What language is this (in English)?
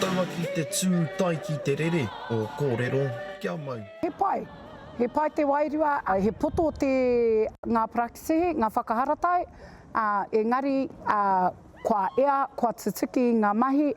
Māori